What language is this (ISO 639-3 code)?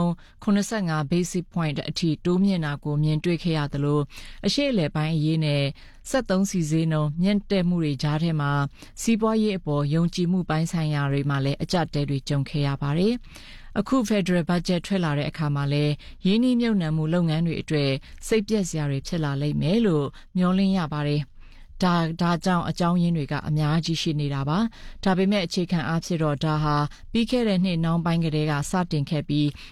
mya